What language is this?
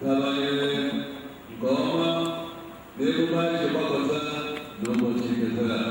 Igbo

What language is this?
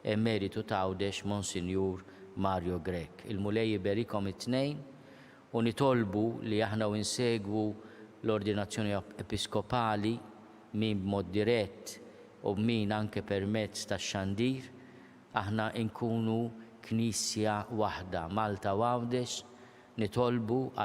Maltese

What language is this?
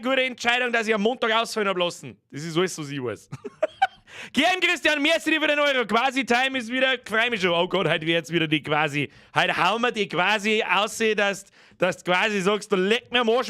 Bavarian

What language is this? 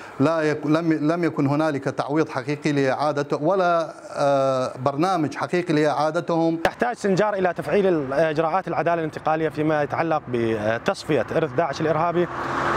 Mesopotamian Arabic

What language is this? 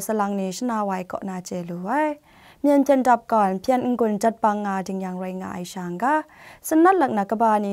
Kachin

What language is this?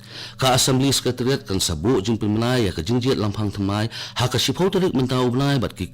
Khasi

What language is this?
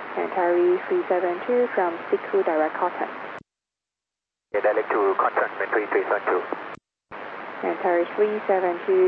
English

